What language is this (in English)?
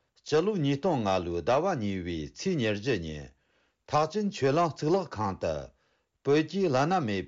Tibetan